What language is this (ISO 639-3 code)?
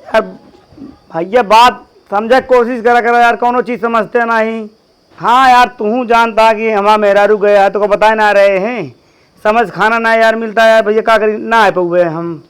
awa